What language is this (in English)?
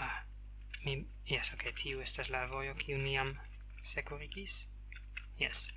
Esperanto